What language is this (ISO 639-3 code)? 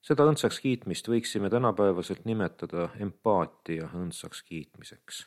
est